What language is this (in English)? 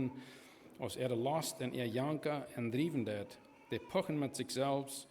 Plautdietsch